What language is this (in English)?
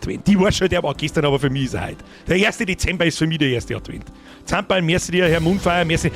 Bavarian